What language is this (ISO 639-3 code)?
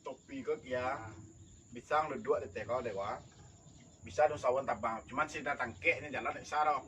min